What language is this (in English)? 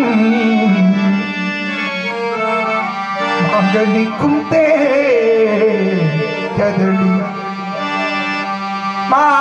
Tamil